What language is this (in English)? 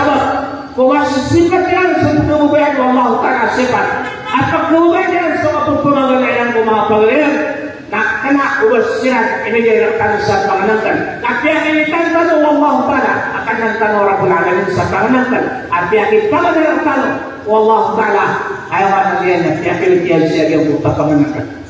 Maranao